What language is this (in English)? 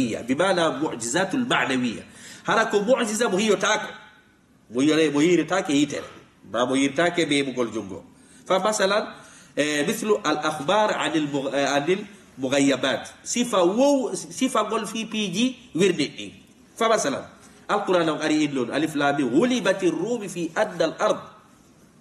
Fula